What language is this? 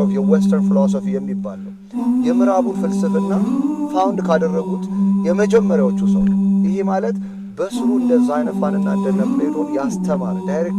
Amharic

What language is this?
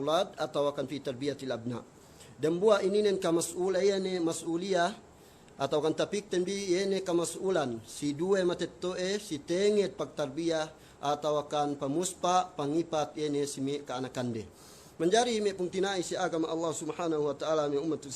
Yakan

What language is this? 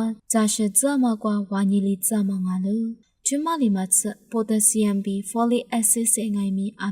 Lisu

